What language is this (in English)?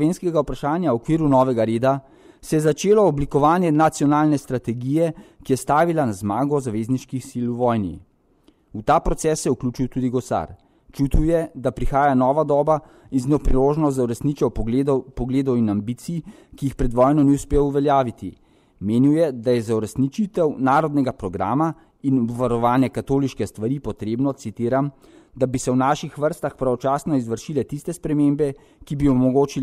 Slovenian